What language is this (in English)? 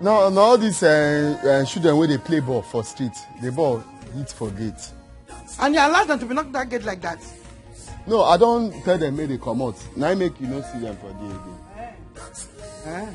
Nigerian Pidgin